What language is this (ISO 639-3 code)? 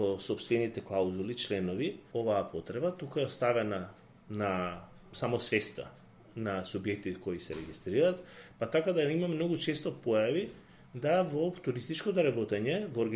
mkd